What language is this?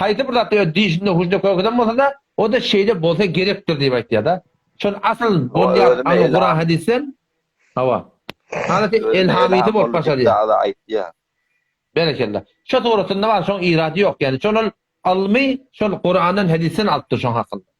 Turkmen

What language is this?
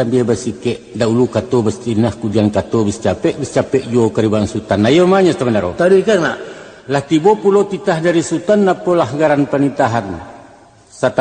Minangkabau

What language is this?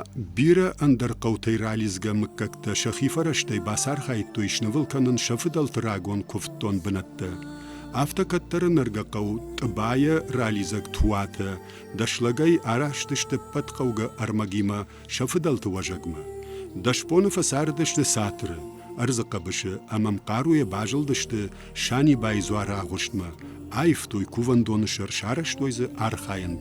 Ossetic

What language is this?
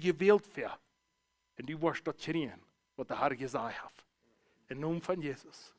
Plautdietsch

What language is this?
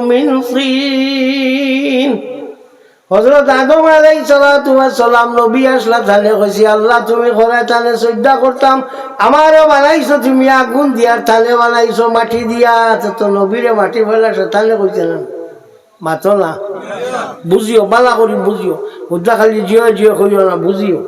Sylheti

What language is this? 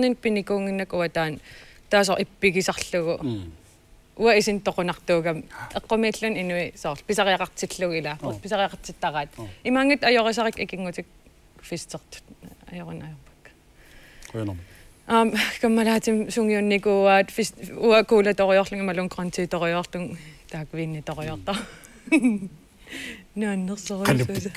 Kalaallisut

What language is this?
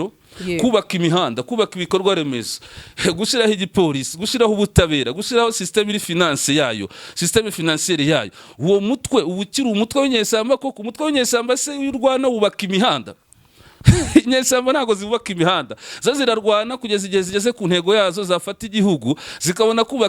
Kinyarwanda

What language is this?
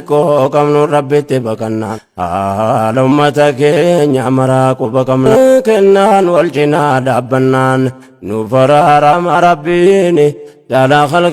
Oromo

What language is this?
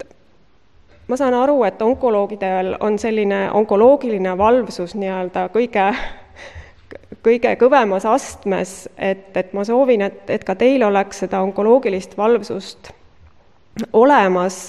Estonian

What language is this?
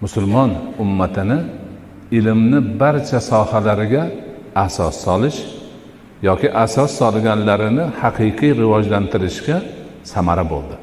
Uzbek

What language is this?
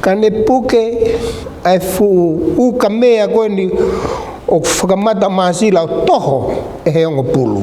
Tongan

